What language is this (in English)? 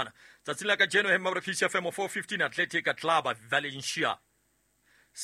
Southern Sotho